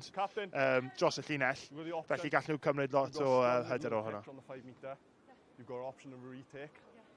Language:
Welsh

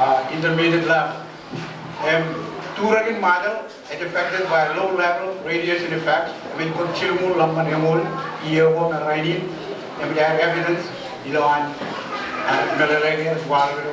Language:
Marshallese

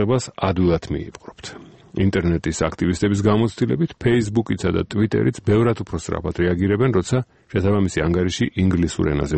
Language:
Georgian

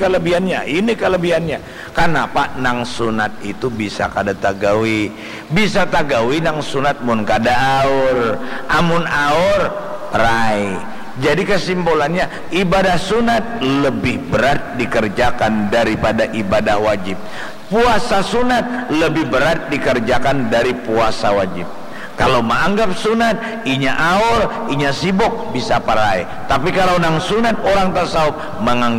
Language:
Banjar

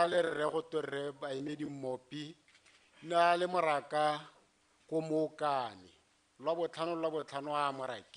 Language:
Tswana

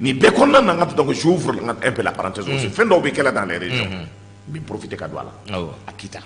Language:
Bambara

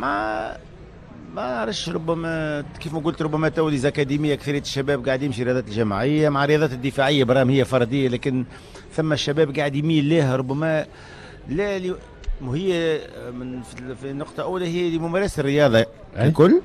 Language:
Tunisian Arabic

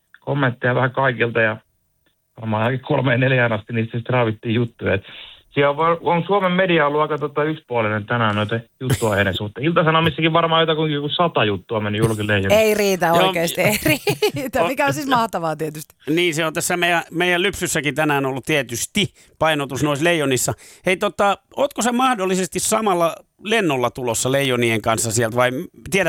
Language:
Finnish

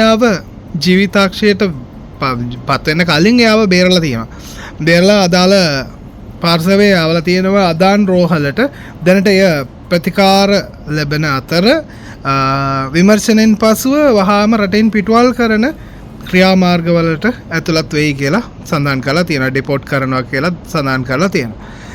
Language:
Sinhala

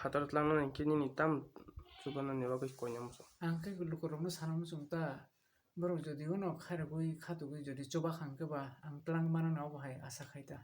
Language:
Kok Borok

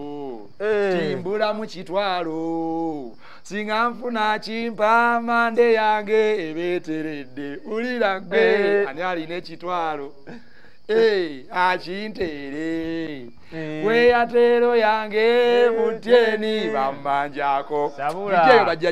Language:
Ganda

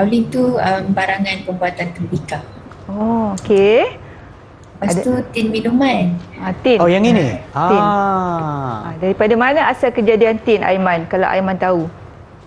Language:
Malay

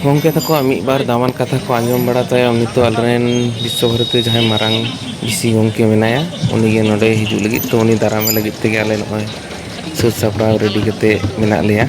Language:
Santali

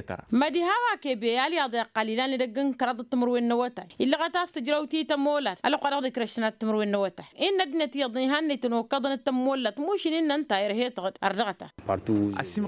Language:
Tamasheq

